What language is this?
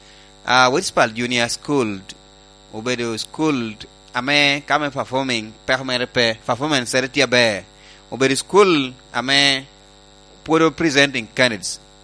Lango (Uganda)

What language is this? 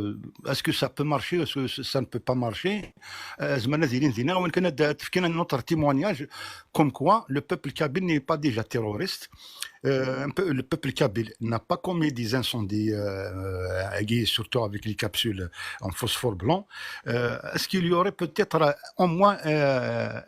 Kabyle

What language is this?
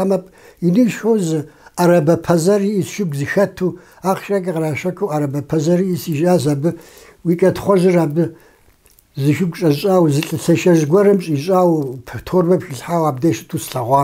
Kabardian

